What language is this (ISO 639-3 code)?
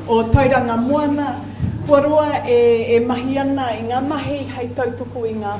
mri